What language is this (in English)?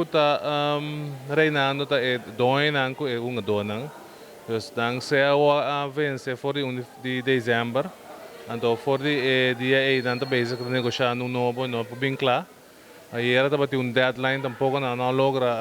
Papiamento